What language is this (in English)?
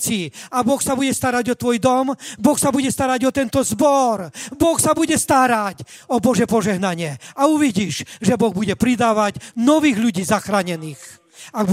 Slovak